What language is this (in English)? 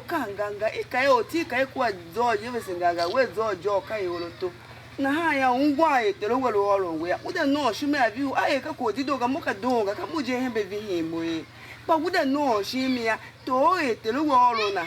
Tiv